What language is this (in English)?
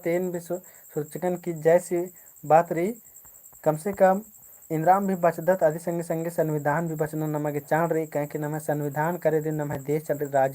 Kurukh